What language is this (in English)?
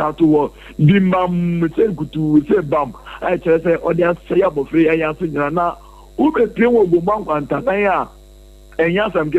Akan